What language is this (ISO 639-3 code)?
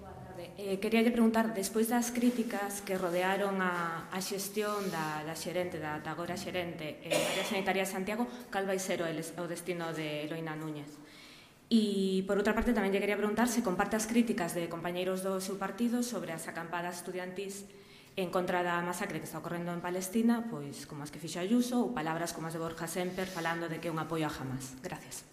glg